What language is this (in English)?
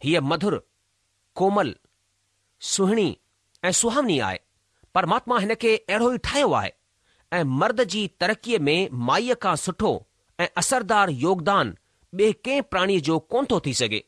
Sindhi